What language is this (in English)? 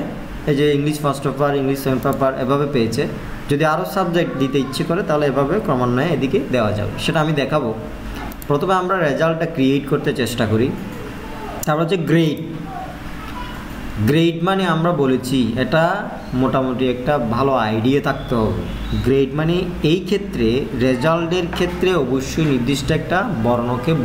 Bangla